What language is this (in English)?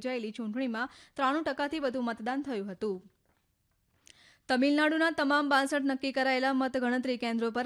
Gujarati